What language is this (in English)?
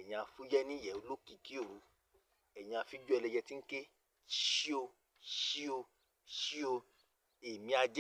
Yoruba